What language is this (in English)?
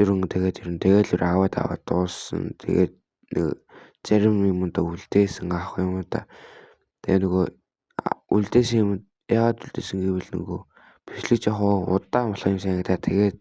Mongolian